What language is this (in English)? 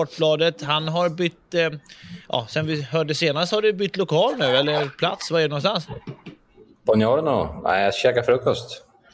Swedish